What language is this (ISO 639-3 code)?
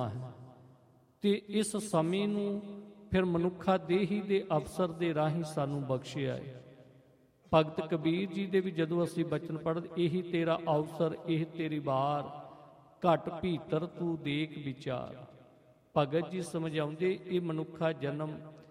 pan